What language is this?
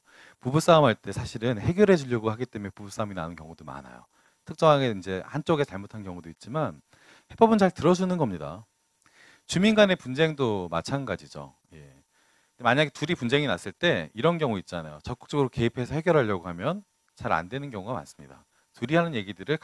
Korean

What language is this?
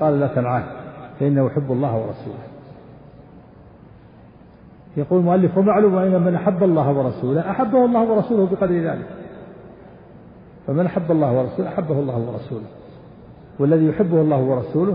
Arabic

